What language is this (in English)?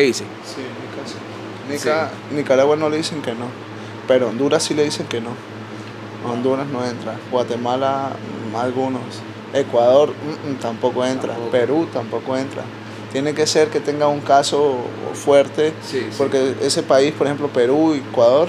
Spanish